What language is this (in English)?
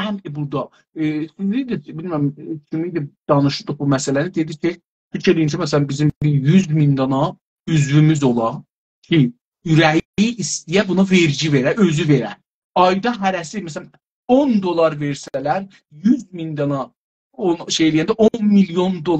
South Azerbaijani